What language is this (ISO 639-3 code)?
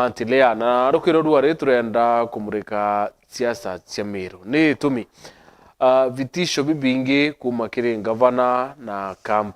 mer